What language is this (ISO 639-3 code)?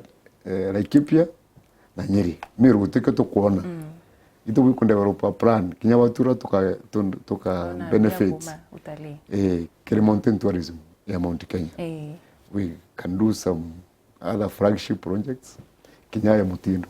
mer